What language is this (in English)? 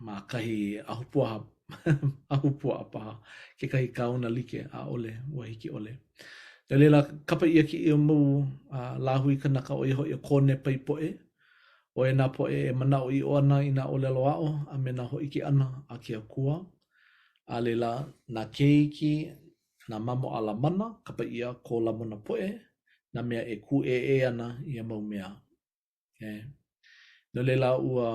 Hawaiian